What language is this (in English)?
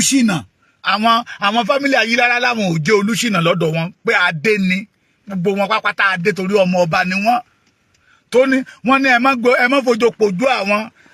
Yoruba